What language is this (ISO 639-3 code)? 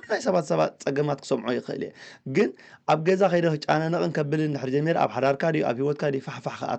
tir